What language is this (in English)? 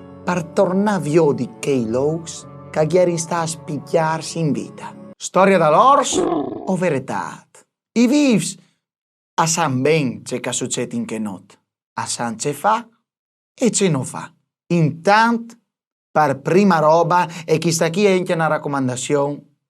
Friulian